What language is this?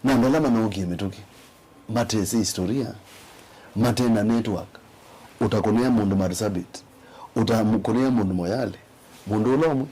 Kamba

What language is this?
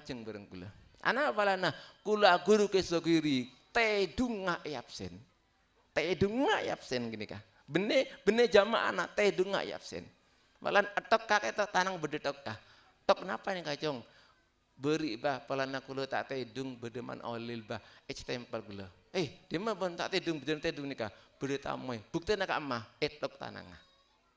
Madurese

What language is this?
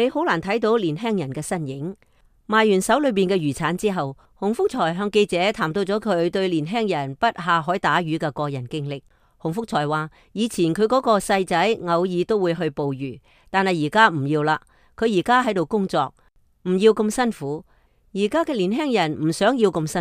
Cantonese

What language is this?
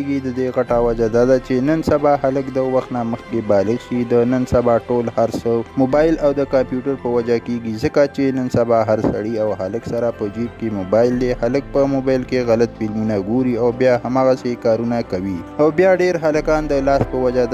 Pashto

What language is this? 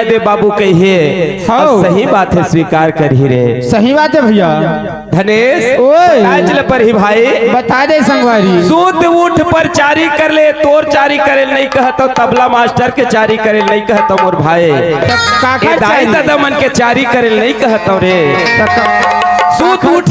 Chhattisgarhi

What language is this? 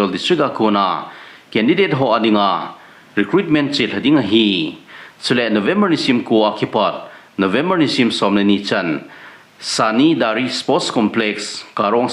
Thado Chin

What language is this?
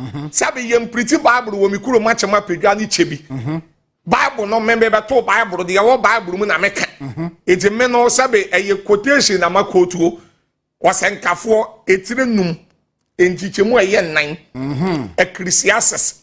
Akan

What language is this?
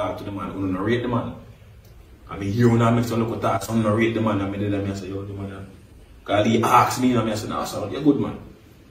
Jamaican Creole English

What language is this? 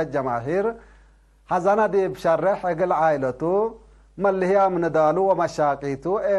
Tigre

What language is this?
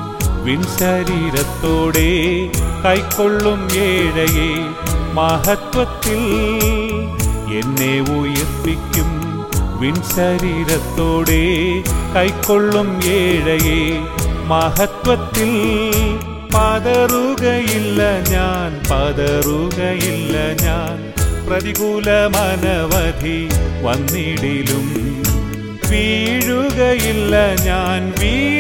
Malayalam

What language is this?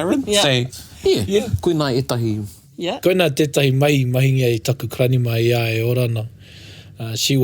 Māori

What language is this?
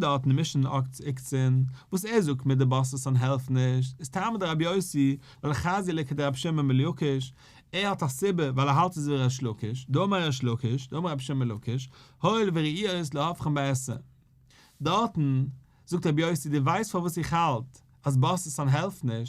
Yiddish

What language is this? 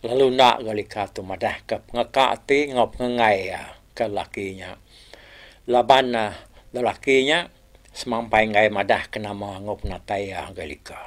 Iban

